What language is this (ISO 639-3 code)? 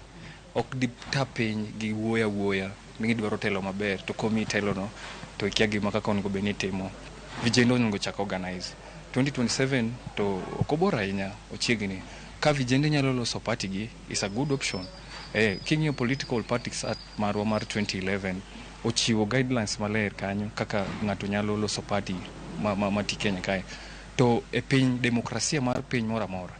luo